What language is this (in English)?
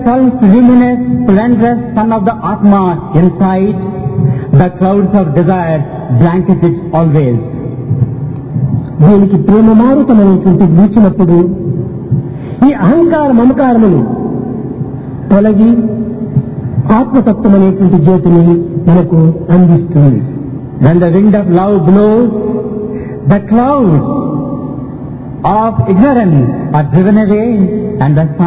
Telugu